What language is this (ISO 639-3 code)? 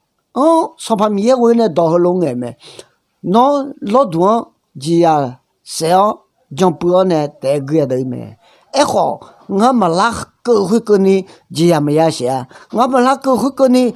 ahk